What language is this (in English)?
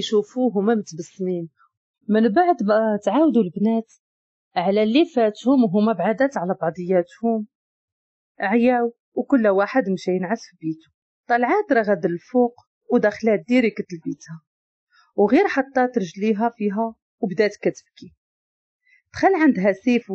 Moroccan Arabic